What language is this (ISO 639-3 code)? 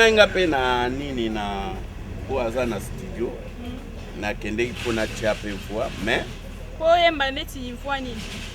lin